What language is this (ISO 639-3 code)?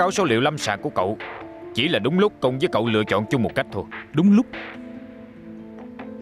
vie